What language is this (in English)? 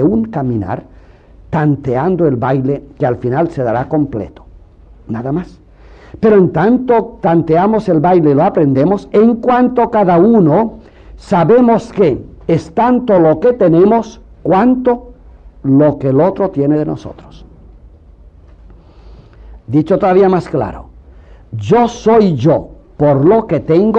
Spanish